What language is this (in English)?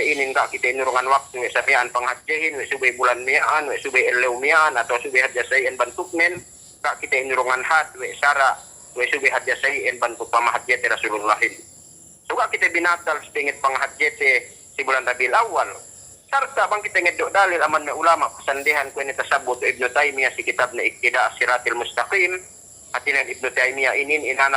Yakan